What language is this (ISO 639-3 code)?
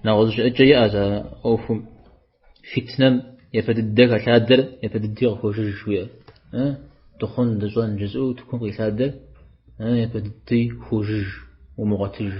kbd